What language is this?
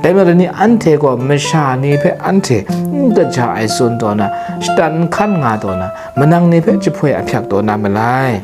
Kachin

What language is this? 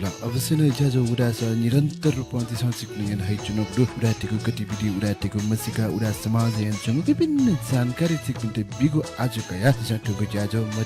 Newari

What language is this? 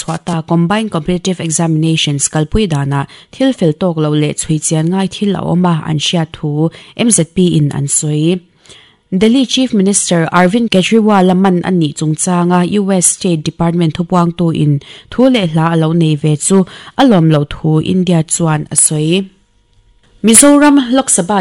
Mizo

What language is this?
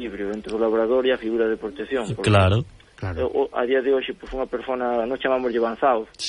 Galician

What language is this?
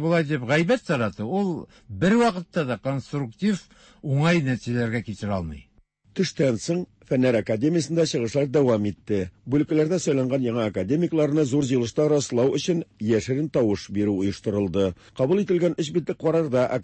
Tatar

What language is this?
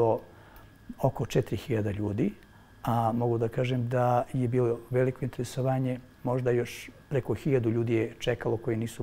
Serbian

